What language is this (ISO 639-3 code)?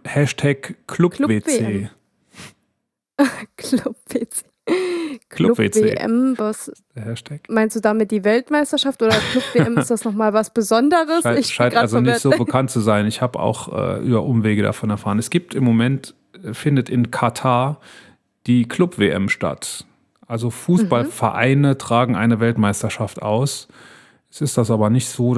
deu